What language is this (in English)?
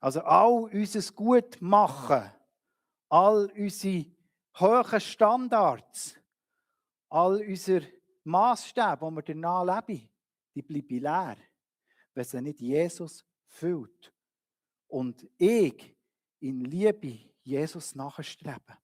Swiss German